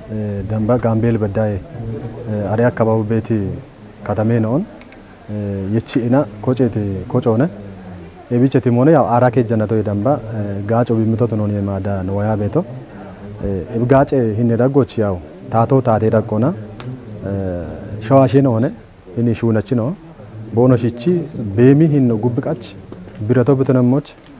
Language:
Kafa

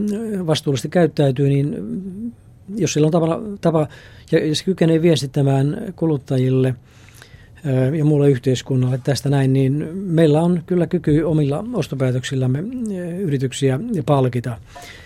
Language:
Finnish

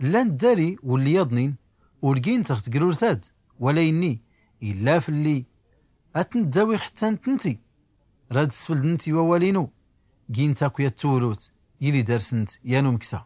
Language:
Tachelhit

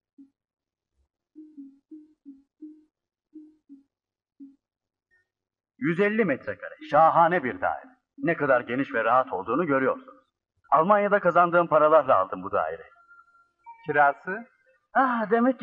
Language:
Turkish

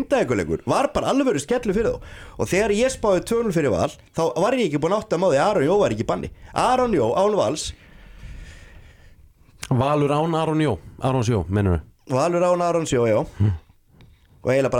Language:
Icelandic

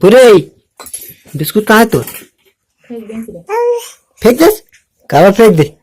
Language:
Chhattisgarhi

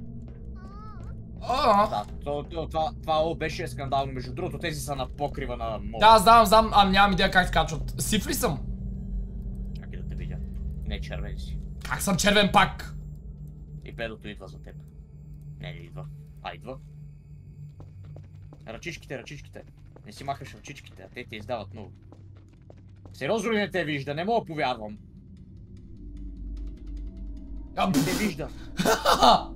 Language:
Bulgarian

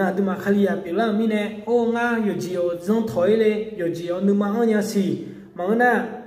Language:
Akha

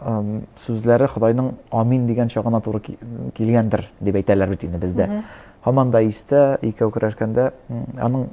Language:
Tatar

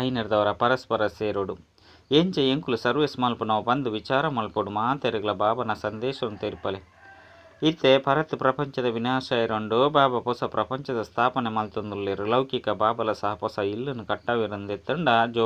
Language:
Tulu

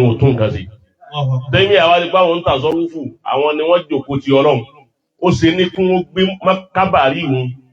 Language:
Yoruba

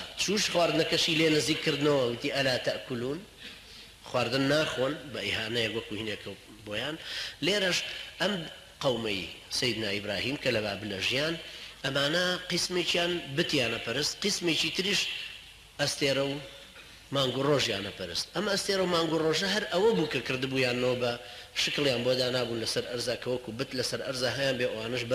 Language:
Central Kurdish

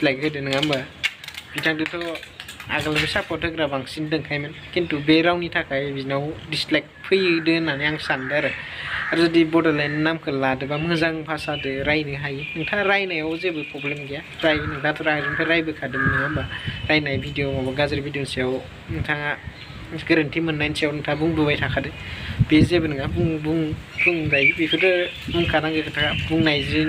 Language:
Bodo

